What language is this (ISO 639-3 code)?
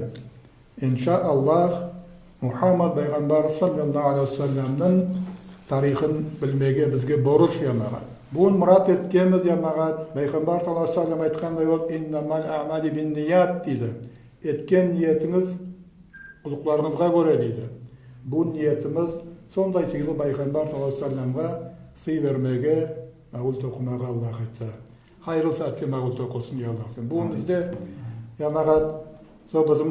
nog